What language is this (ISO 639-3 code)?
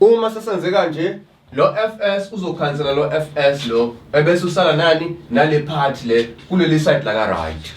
zul